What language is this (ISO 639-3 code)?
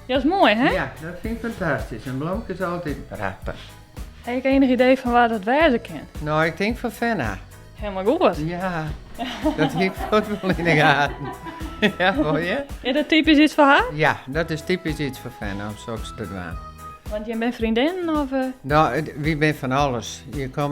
fry